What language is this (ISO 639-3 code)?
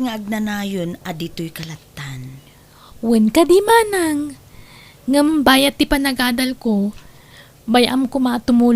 ilo